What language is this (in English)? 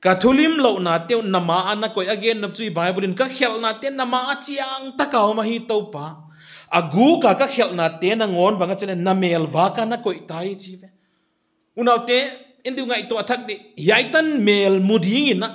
Paite Chin